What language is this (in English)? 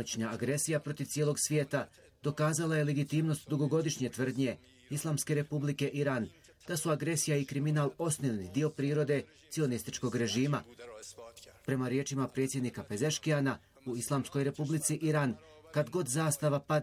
Bosnian